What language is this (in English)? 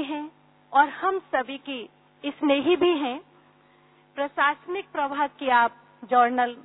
Hindi